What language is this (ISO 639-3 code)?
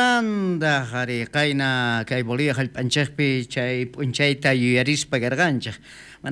quh